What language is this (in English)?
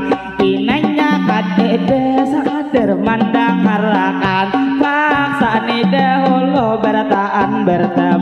Banjar